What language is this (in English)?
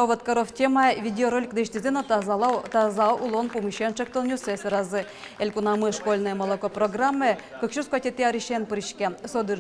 Udmurt